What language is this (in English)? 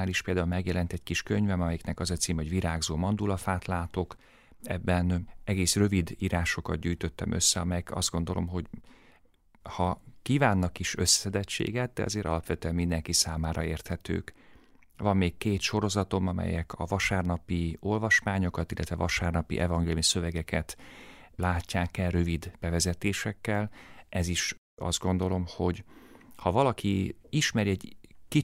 Hungarian